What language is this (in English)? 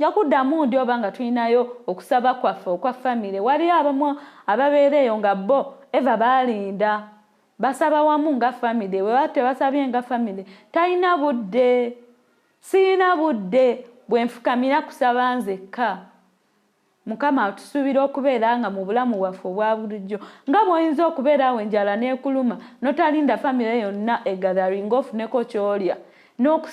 Ganda